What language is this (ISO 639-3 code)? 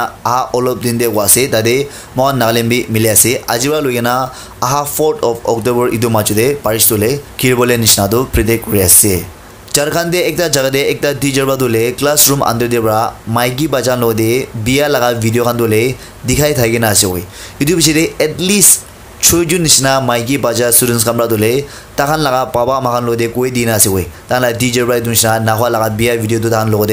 nag